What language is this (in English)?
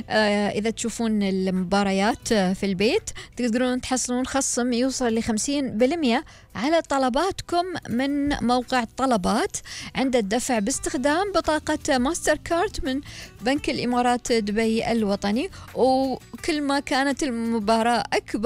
Gulf Arabic